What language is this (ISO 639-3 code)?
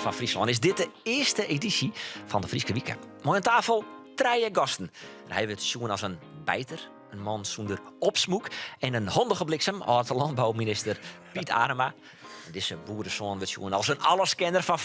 fry